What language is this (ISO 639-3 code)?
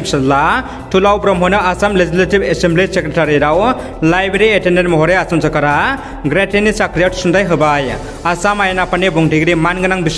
brx